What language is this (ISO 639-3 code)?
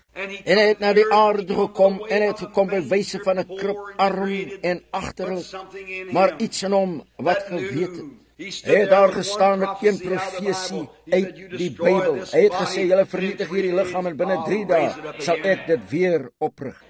afr